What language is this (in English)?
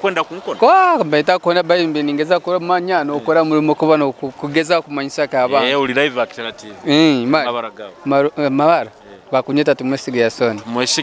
Nyoro